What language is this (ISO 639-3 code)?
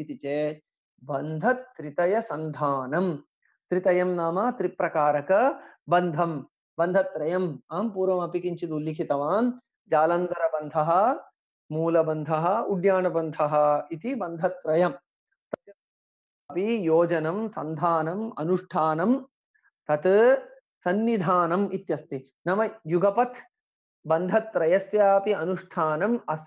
san